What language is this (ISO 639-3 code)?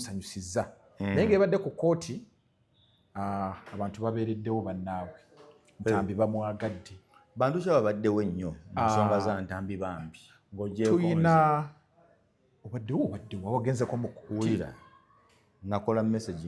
lug